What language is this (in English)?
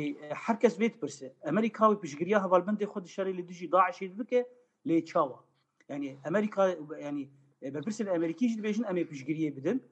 Kurdish